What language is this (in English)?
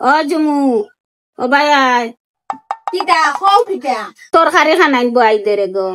Sylheti